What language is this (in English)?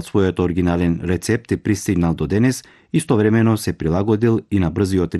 Macedonian